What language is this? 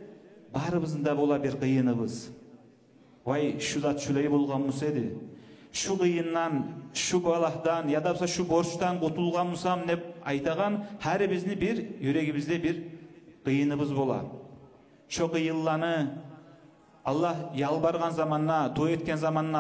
Kumyk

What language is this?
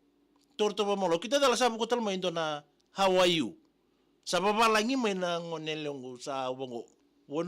Fijian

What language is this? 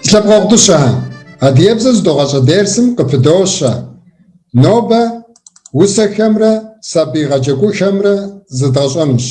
Kabardian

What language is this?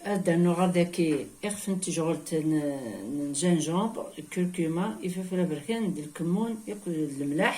Kabyle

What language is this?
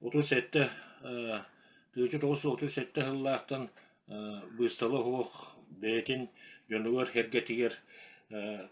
Yakut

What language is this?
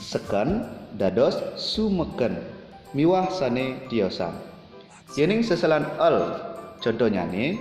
Balinese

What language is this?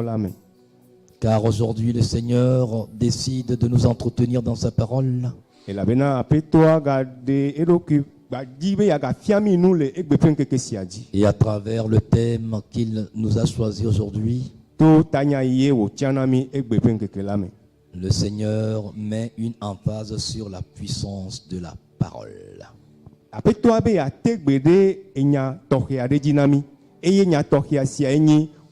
Ewe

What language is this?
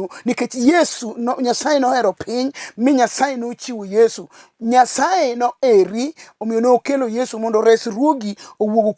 Luo (Kenya and Tanzania)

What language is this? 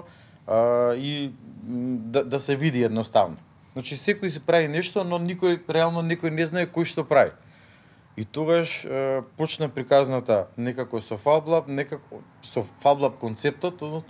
Macedonian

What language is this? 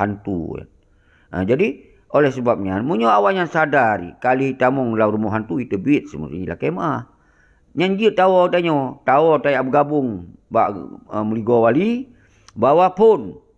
Achinese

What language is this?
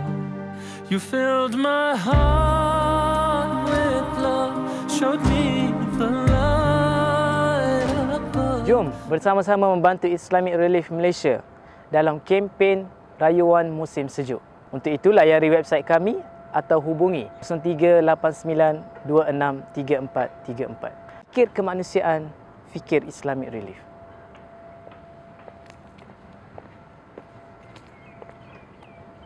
Malay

